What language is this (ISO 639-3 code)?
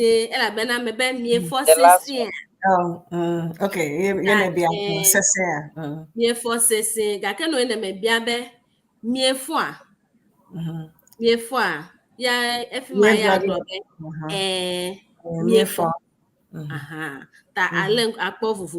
ewe